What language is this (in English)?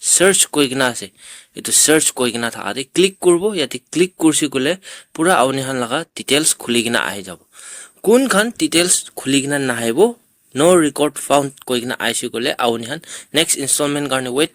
Naga Pidgin